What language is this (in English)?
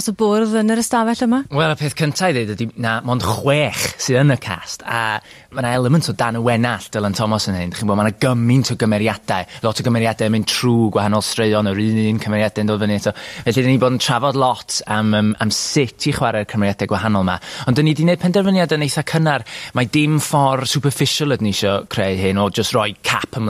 Welsh